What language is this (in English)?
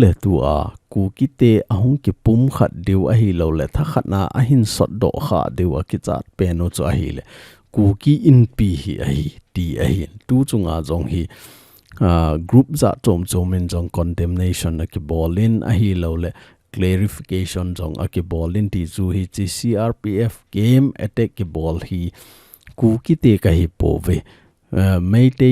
Thado Chin